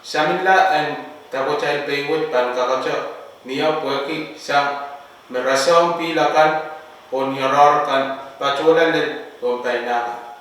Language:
Pohnpeian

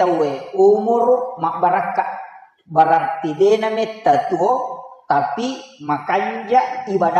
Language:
Buginese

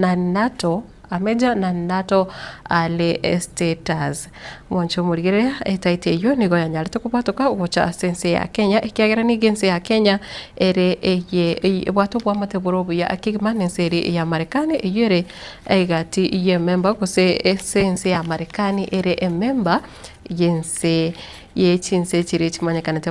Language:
Gusii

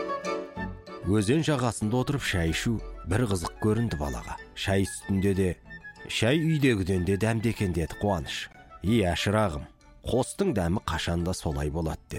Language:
Kazakh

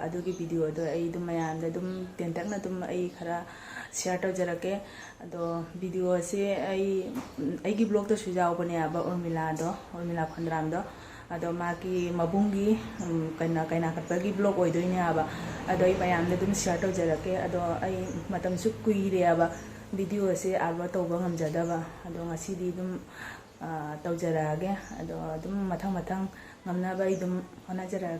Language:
Manipuri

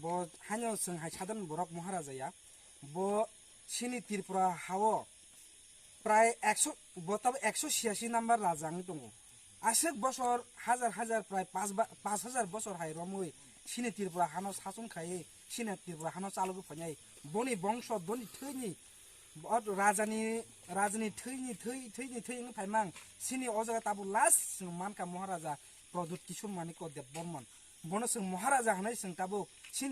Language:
Kok Borok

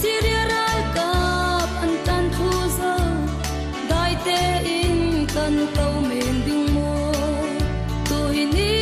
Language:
Falam Chin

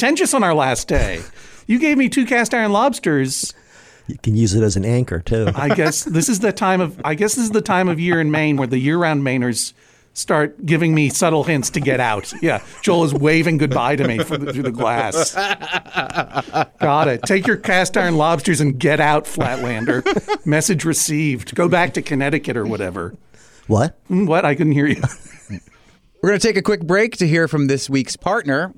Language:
English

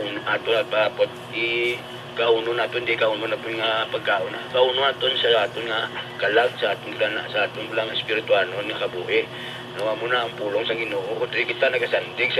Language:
Hiligaynon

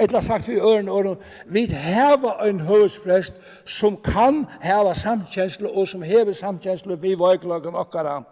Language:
Faroese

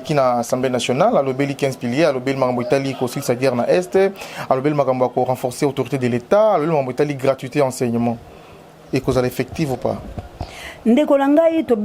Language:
Lingala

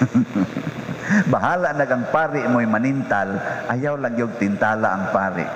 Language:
Cebuano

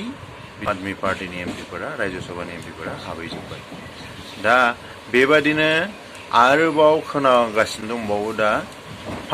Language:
Bodo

